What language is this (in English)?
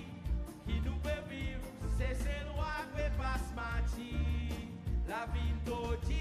Seselwa Creole French